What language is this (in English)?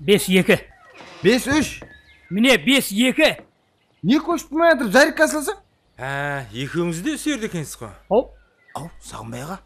Kara-Kalpak